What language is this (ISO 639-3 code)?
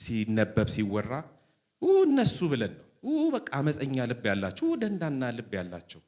amh